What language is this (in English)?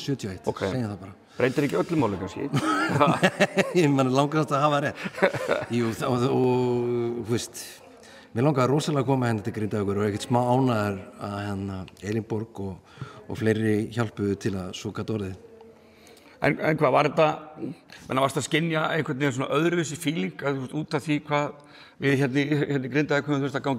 Icelandic